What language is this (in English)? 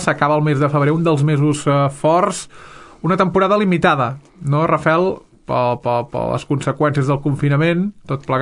Catalan